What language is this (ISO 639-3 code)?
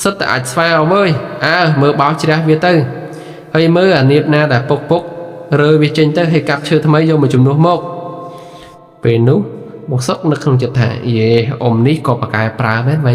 khm